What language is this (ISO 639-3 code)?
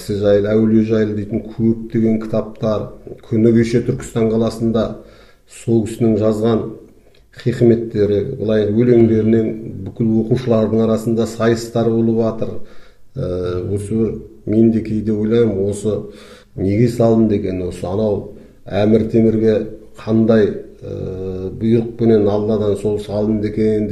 kaz